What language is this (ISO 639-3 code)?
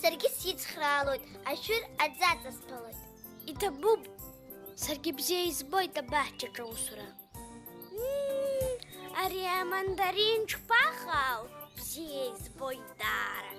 abk